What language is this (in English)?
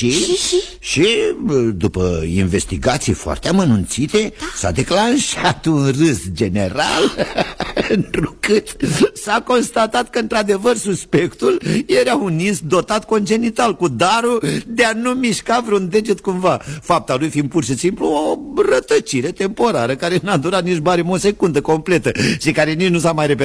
Romanian